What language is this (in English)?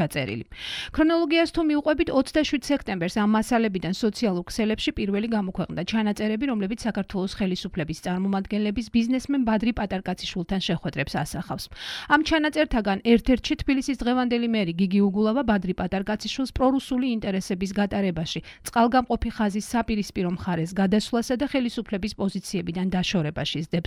Georgian